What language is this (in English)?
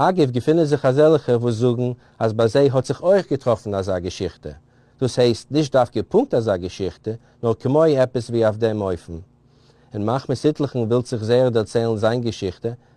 Yiddish